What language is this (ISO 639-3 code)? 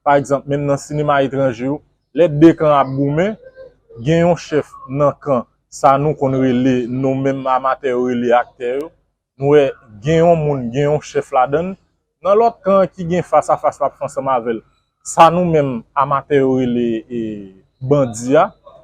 hat